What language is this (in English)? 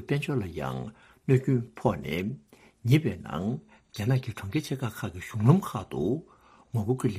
Tibetan